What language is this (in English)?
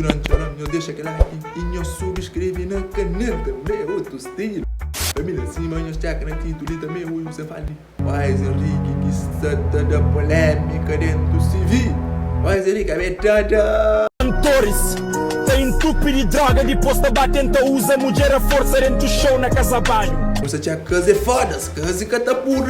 Kabuverdianu